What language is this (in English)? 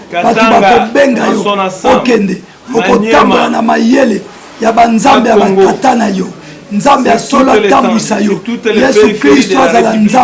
Lingala